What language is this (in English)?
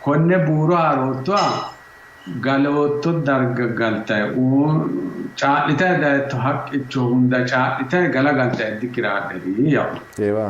Sidamo